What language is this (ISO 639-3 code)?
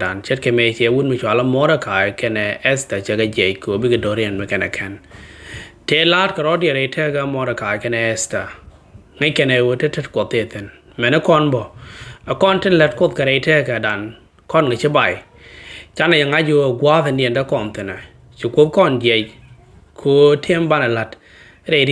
nus